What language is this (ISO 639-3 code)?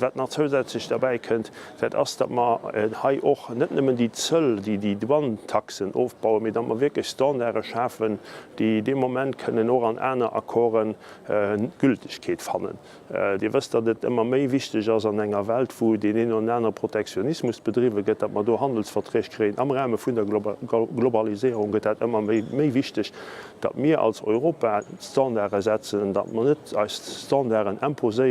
ltz